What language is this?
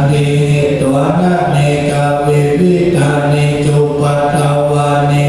Pali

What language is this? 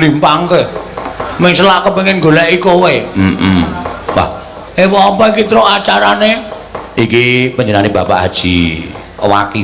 Javanese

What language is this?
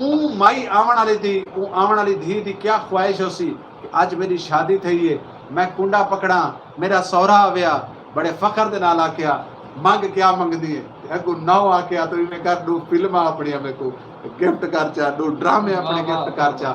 Saraiki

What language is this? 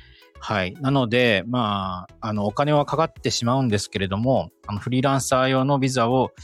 Japanese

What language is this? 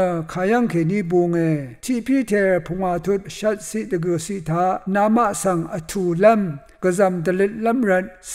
Rawang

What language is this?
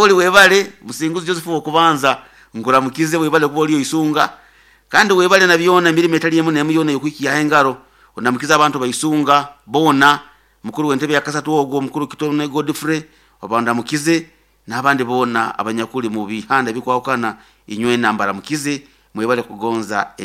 Nyoro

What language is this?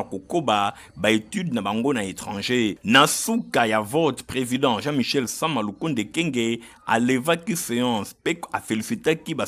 Lingala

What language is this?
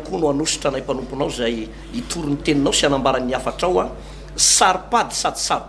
Malagasy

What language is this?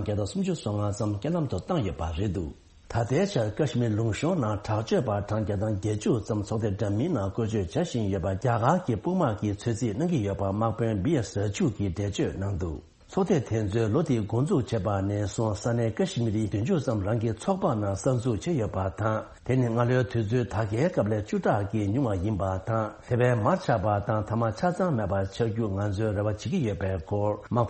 Tibetan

